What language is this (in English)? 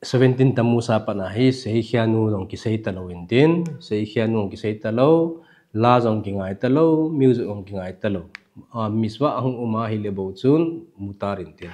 Thado Chin